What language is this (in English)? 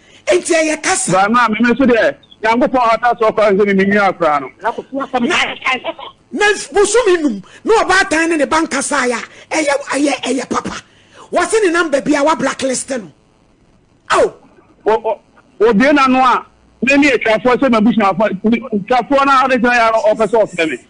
Akan